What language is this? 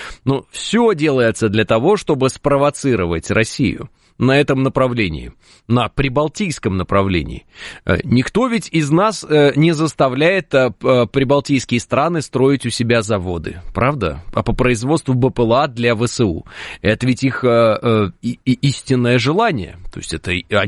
Russian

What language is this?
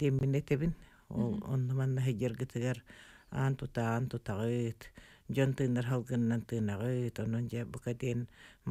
Yakut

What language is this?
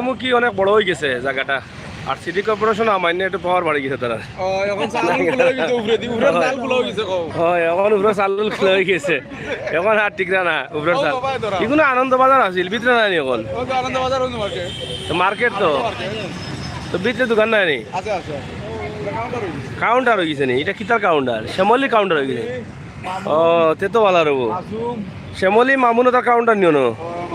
Sylheti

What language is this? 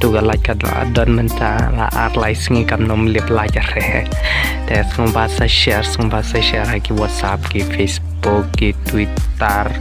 Khasi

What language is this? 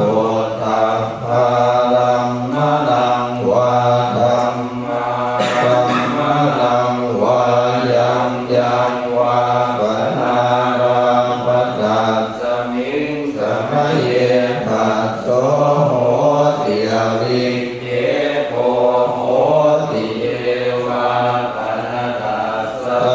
Pali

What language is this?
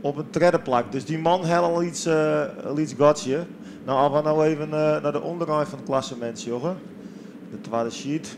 Western Frisian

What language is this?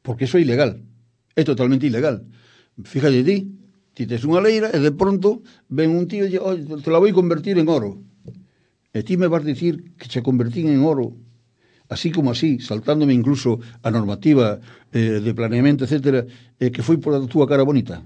Galician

